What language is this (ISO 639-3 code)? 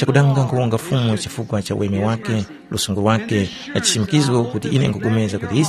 tum